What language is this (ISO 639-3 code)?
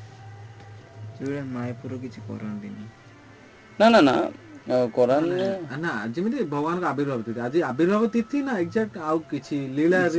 ori